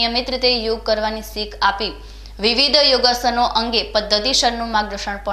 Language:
Gujarati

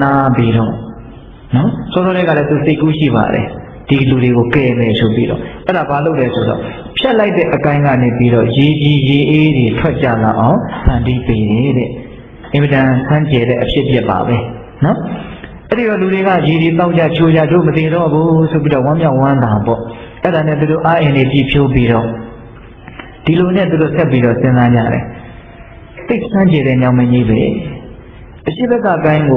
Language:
Burmese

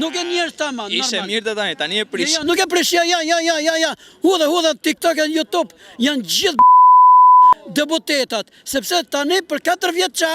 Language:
Albanian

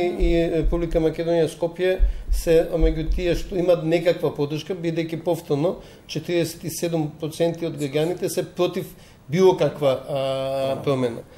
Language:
Macedonian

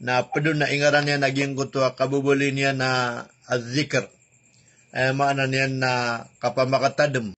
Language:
Maranao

